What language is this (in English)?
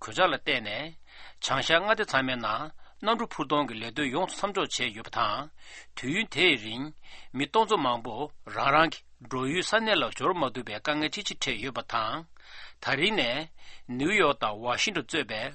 Tibetan